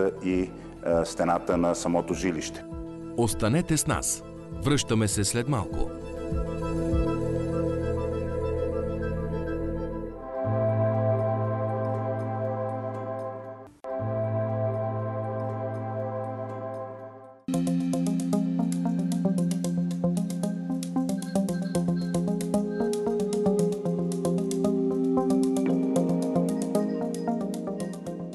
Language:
Bulgarian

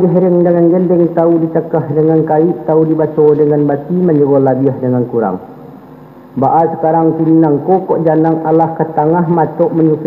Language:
Minangkabau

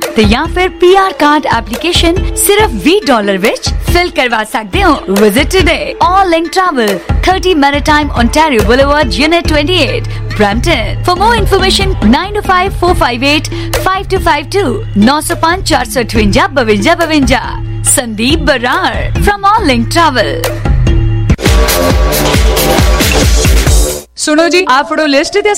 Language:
Punjabi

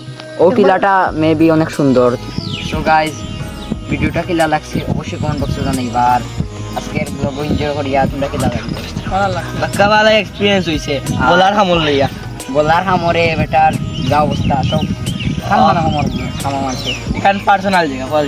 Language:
Sylheti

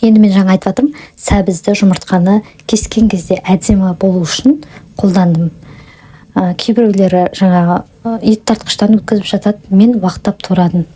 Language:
Kazakh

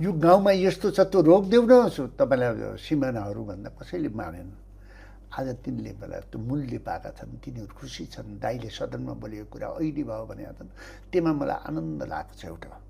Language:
Nepali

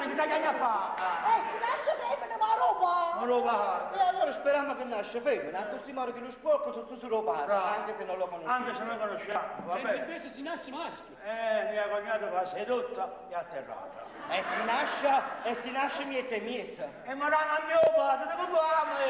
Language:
Neapolitan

